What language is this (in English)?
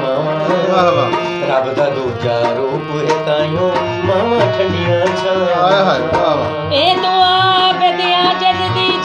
Saraiki